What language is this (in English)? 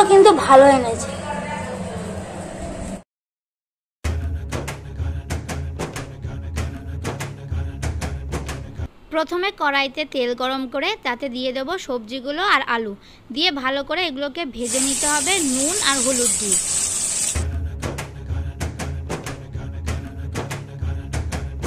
Bangla